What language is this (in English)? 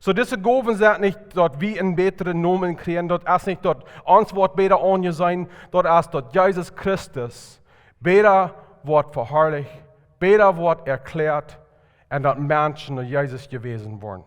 Plautdietsch